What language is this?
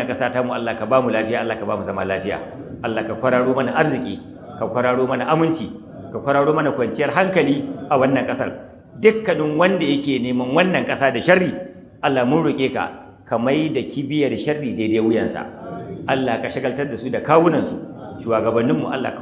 Hausa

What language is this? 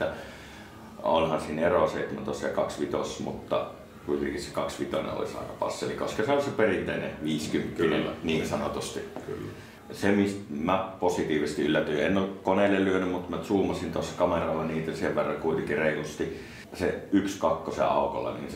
Finnish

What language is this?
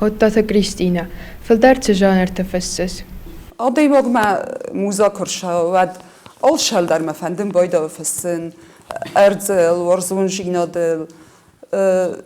Ossetic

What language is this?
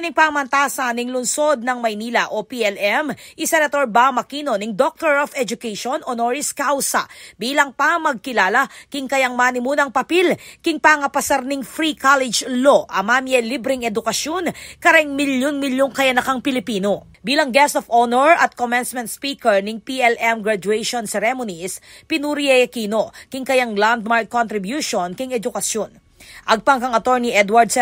Pampanga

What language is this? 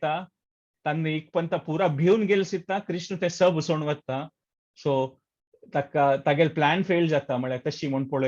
Konkani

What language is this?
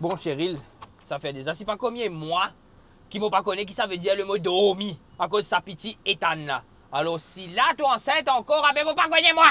Morisyen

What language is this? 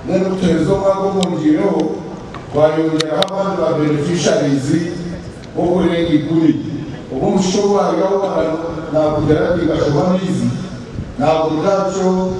Nyankole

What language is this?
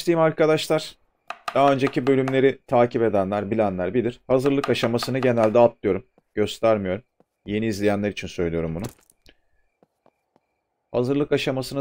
Turkish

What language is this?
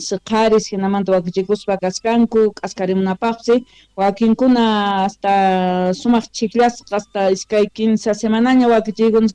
Quechua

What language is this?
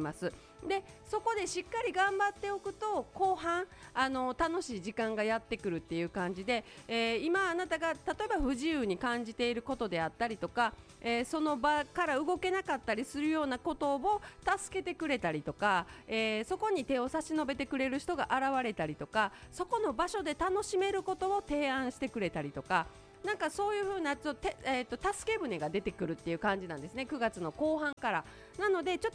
Japanese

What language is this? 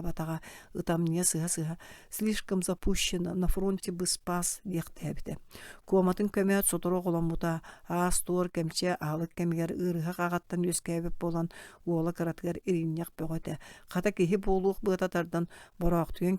Yakut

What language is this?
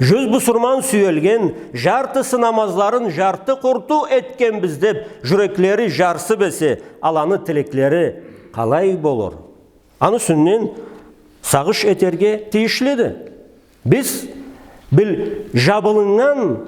Karachay-Balkar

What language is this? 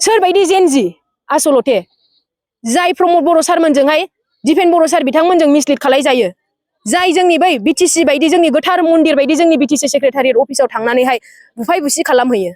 Bodo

